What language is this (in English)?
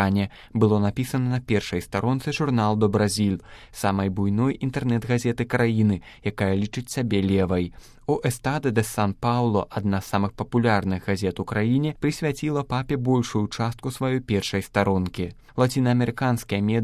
Belarusian